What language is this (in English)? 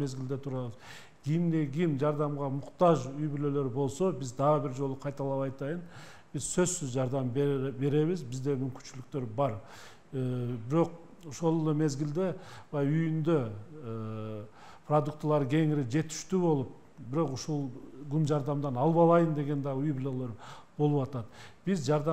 Kyrgyz